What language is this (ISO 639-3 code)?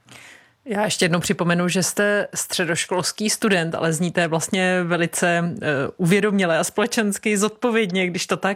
ces